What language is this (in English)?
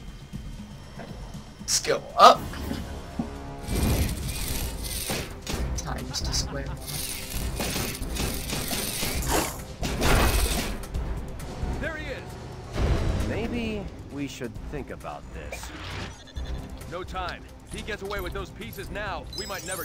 English